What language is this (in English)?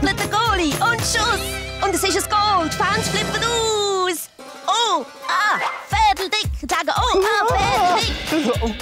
Swiss German